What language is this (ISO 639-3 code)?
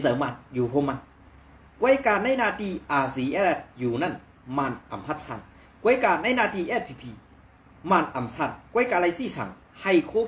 shn